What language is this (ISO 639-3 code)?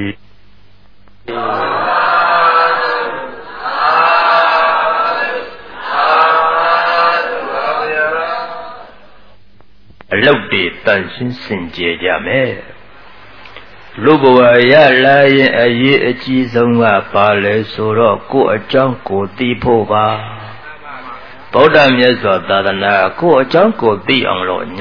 mya